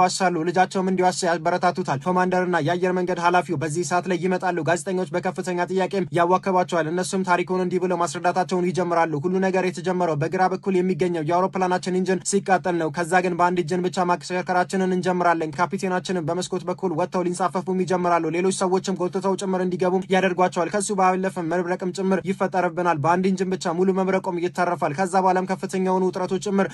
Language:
Amharic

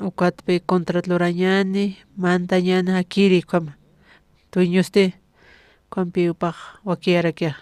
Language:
Aymara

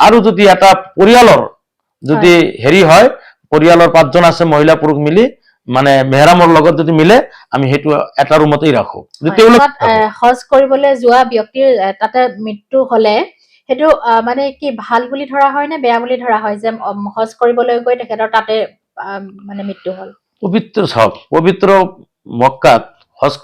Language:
Assamese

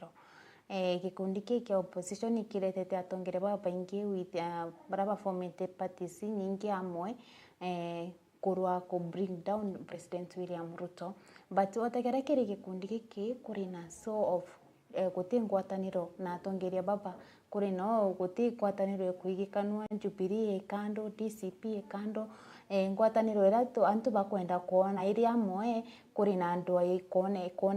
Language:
Meru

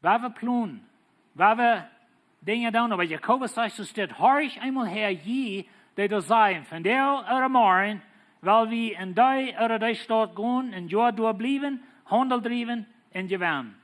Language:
Plautdietsch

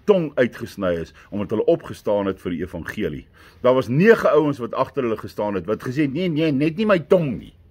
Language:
Afrikaans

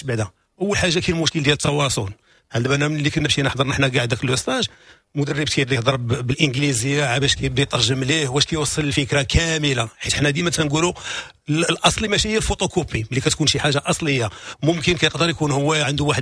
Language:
Moroccan Arabic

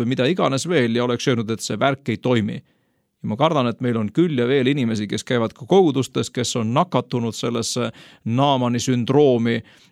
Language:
Estonian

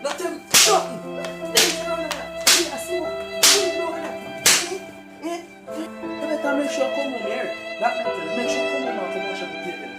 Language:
Jamaican Creole English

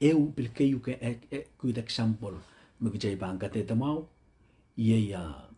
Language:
Pohnpeian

